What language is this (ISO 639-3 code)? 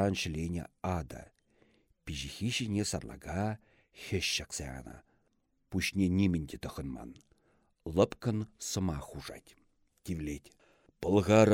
chv